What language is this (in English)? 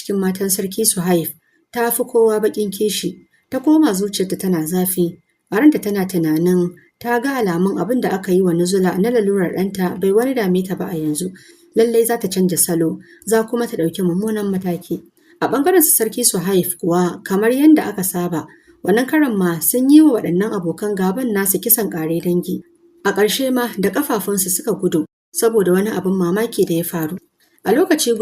Hausa